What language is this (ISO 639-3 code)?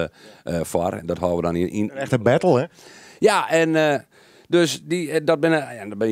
fry